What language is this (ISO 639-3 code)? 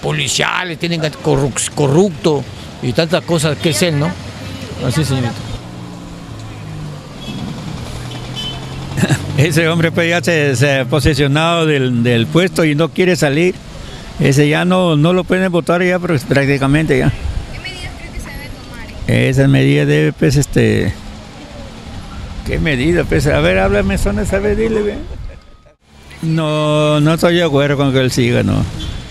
spa